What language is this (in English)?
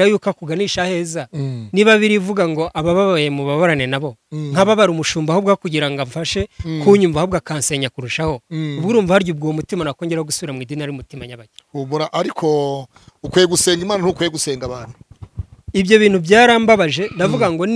Kinyarwanda